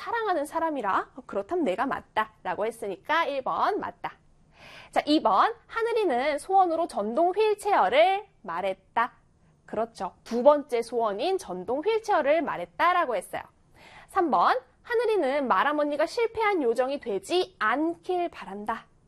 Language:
Korean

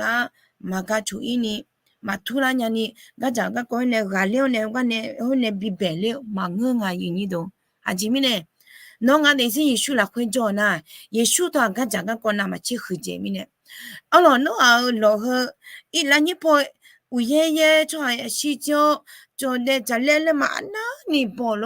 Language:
Akha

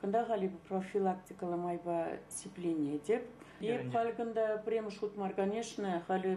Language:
Chuvash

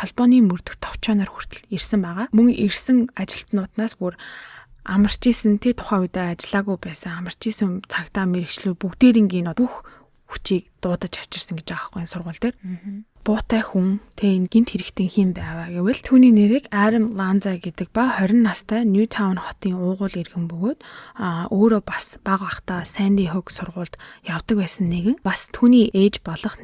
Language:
Mongolian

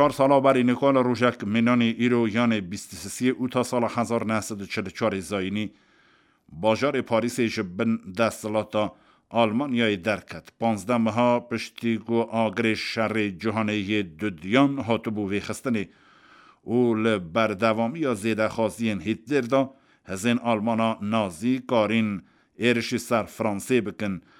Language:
Kurdish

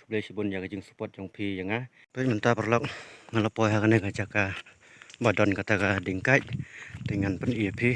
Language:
Khasi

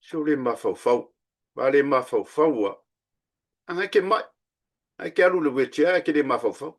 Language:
Samoan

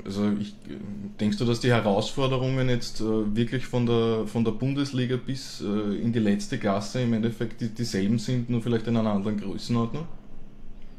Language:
German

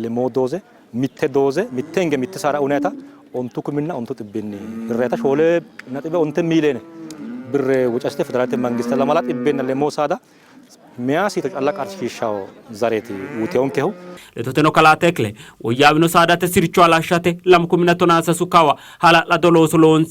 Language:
Sidamo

